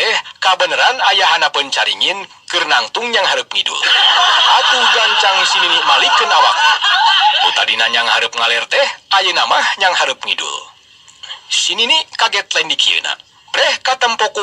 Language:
Sundanese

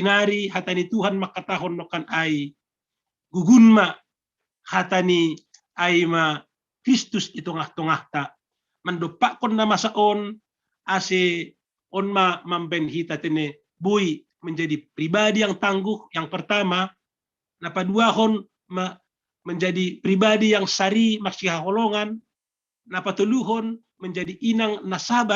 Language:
Batak Simalungun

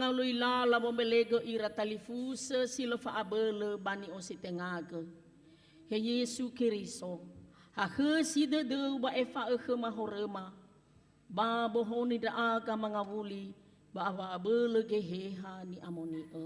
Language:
Nias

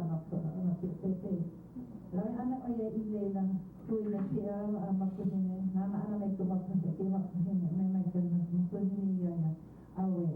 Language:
Hawaiian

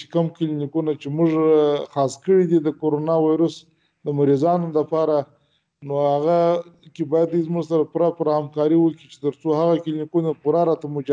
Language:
Pashto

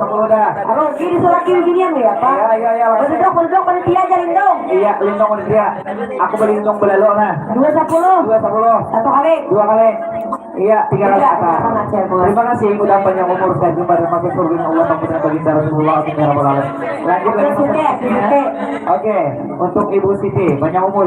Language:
Banjar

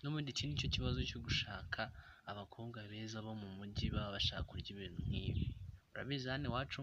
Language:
Kinyarwanda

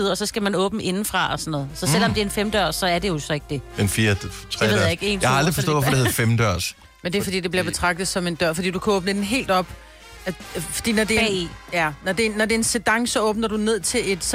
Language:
Danish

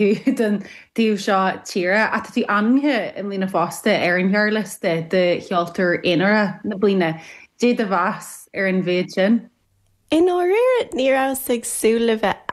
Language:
Irish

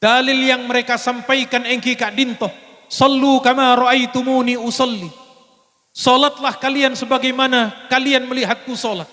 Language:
Madurese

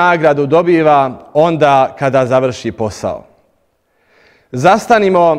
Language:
Bosnian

